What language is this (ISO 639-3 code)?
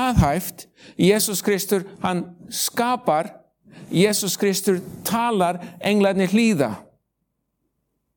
isl